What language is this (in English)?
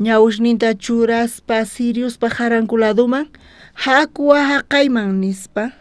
South Bolivian Quechua